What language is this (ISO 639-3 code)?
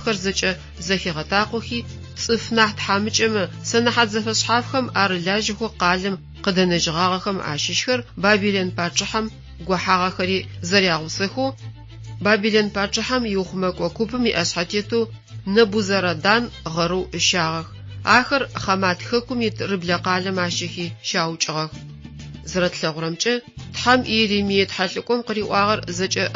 ady